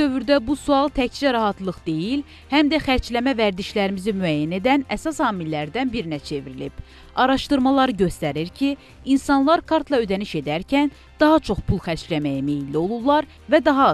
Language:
Azerbaijani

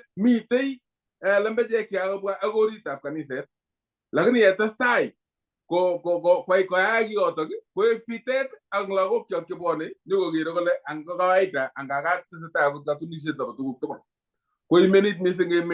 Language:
Kalenjin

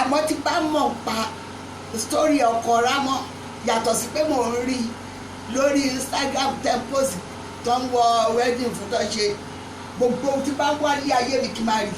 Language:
Yoruba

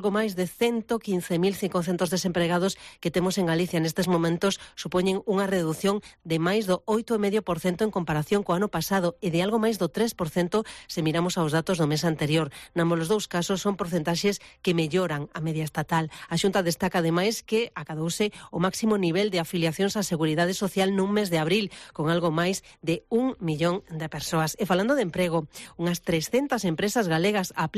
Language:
Galician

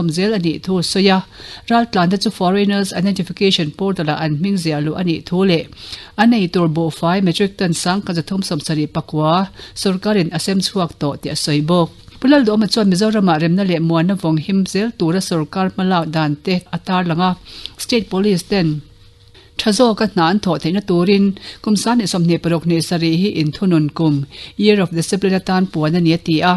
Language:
Mizo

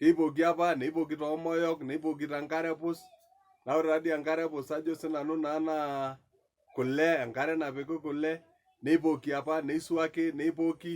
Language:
Masai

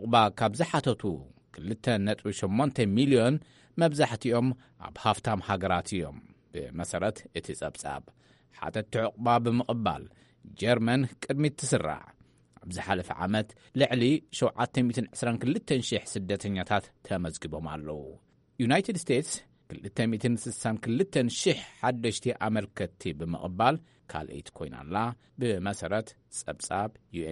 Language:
Tigrinya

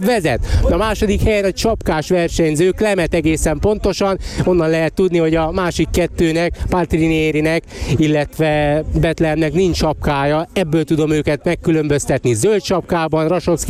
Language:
Hungarian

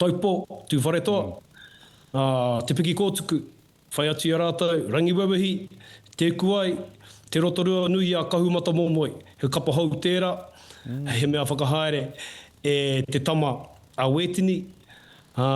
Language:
Māori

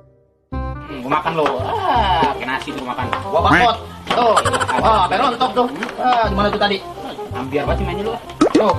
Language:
Betawi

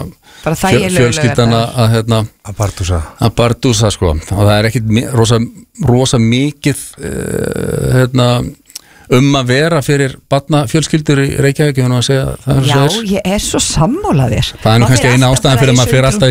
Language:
Icelandic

